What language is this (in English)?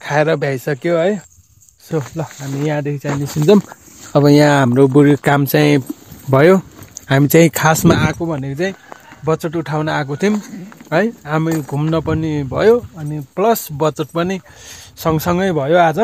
Nepali